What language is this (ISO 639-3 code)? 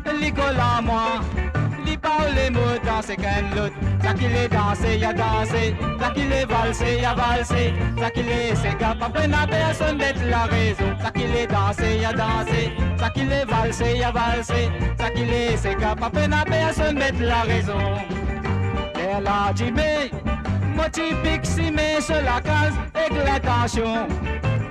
mfe